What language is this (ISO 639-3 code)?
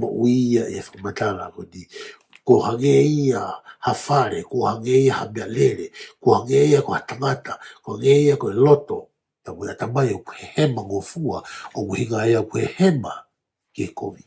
ton